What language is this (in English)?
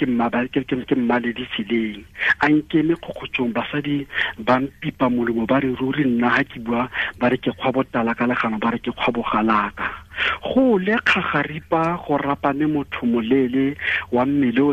Tswana